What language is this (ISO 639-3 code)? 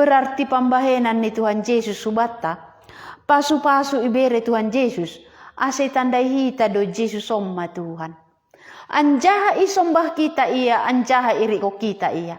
bts